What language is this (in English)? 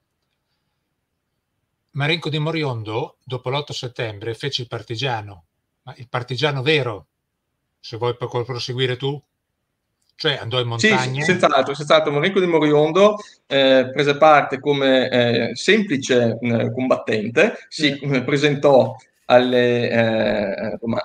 Italian